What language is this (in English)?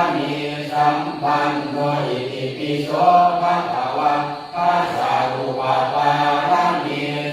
Pali